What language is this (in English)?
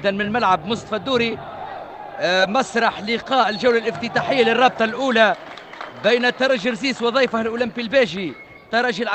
Tunisian Arabic